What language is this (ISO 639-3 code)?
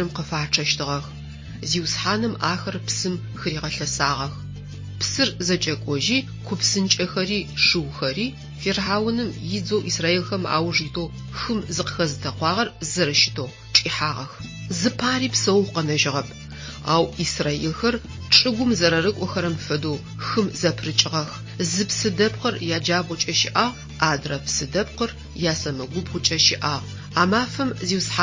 ady